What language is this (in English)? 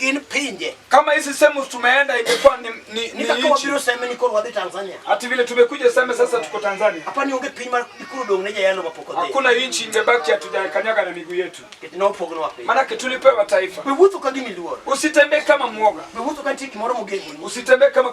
Luo (Kenya and Tanzania)